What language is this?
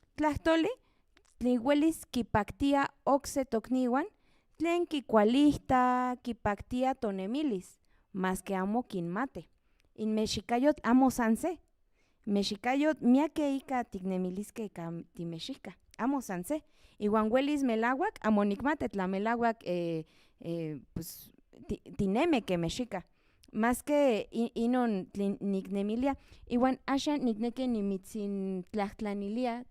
Central Nahuatl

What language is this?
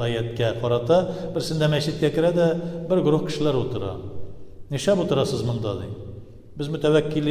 Tatar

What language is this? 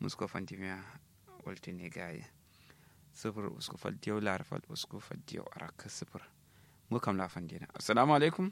Kanuri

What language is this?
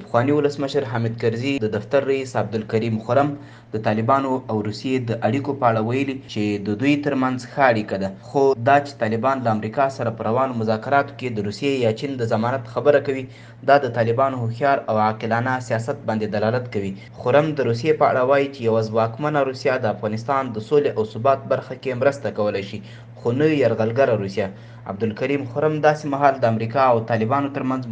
Pashto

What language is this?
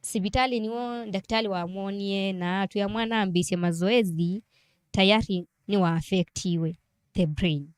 Kamba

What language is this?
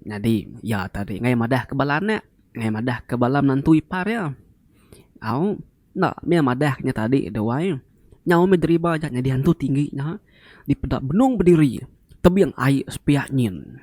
Iban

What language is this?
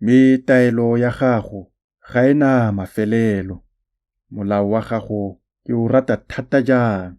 Tswana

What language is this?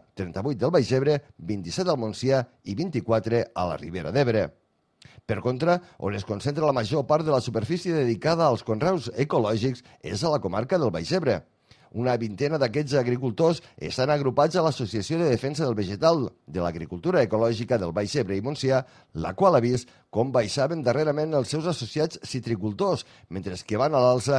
Catalan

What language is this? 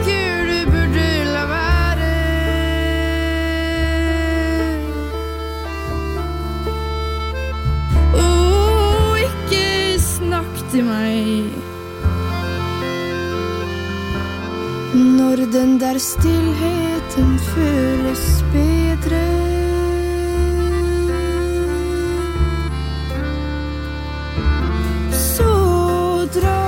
Norwegian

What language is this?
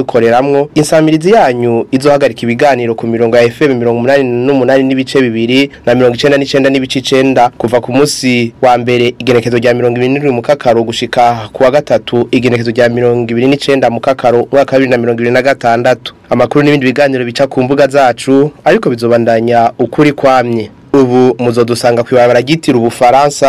Rundi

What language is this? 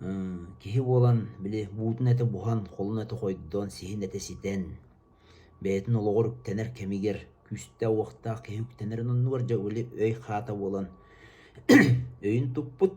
Yakut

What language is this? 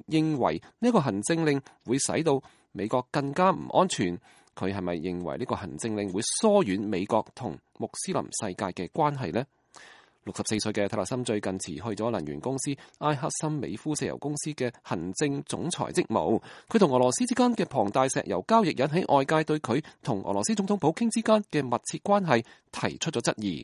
Cantonese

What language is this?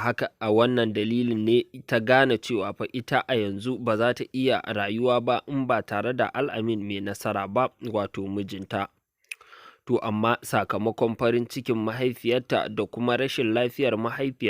Hausa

